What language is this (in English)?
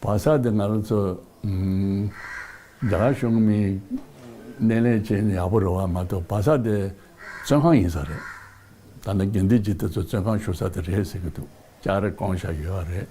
Tibetan